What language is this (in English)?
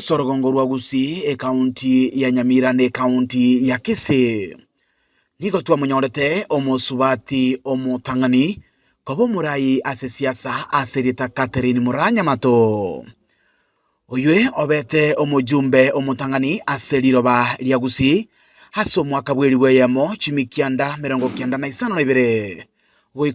Gusii